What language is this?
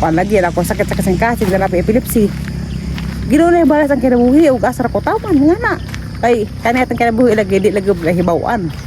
Cebuano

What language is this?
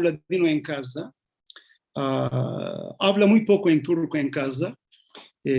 Ladino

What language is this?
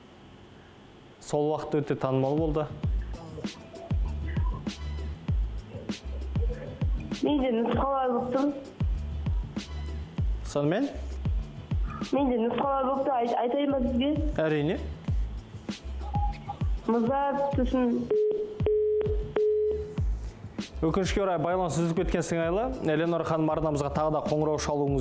Kazakh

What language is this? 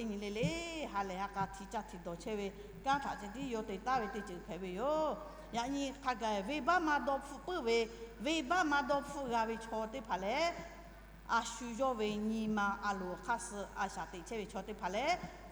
Lahu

